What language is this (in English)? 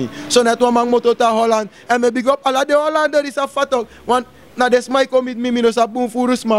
Sranan Tongo